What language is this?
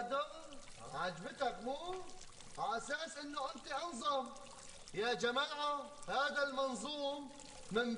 North Levantine Arabic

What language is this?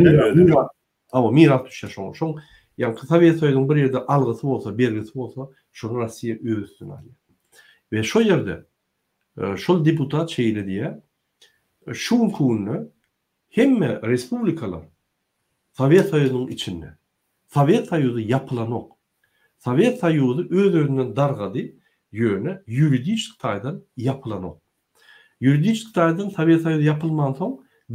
Turkmen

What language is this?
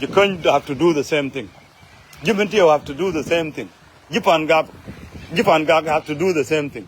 Nuer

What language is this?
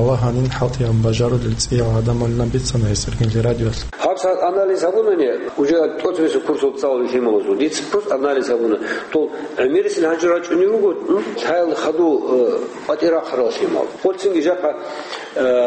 Avaric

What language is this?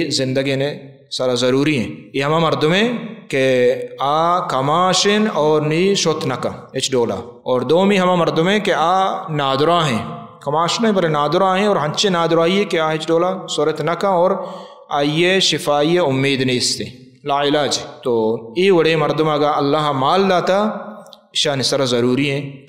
Baluchi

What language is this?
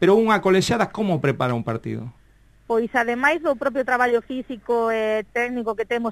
Galician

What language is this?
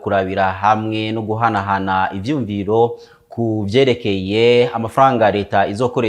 Rundi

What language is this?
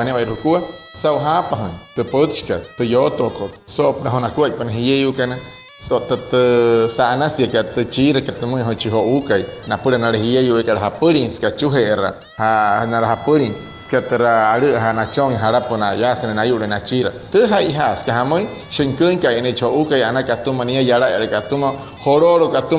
Wayuu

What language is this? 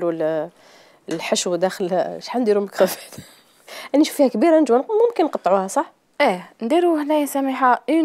Algerian Arabic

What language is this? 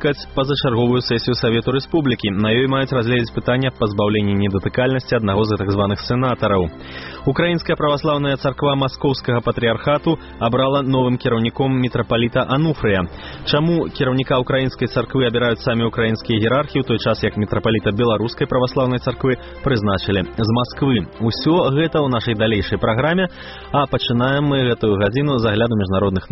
Belarusian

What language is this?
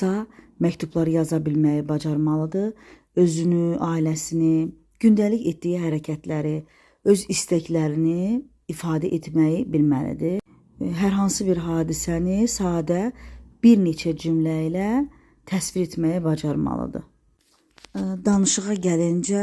Azerbaijani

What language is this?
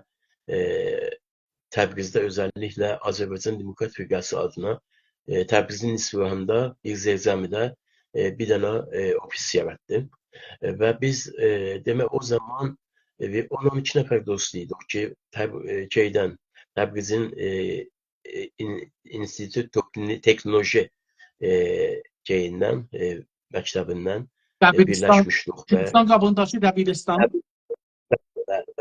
South Azerbaijani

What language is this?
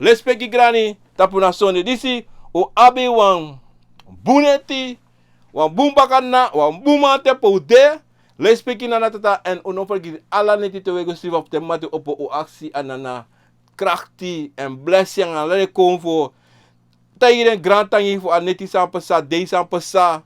Sranan Tongo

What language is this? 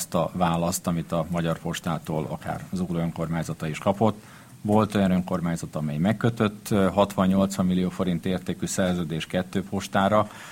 Hungarian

